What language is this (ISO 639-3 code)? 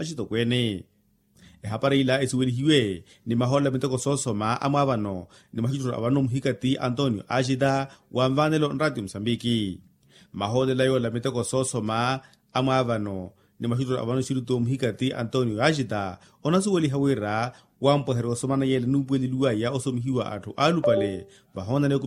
vmw